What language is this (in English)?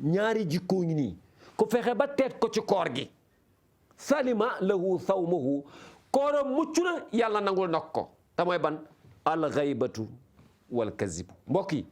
Wolof